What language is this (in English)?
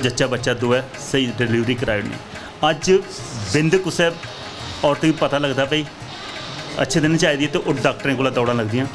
Dogri